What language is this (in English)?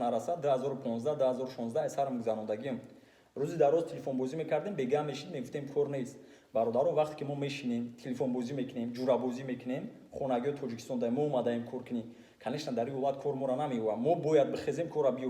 Tajik